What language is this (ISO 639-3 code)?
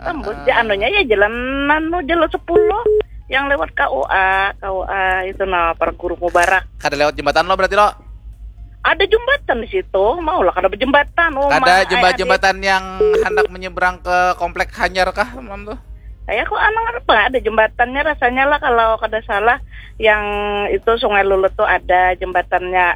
bjn